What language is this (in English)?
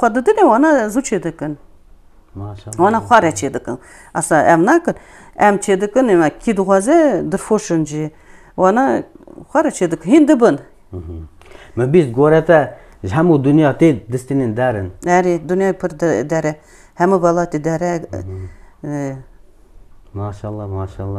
Kurdish